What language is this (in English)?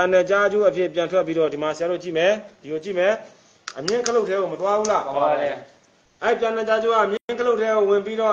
Burmese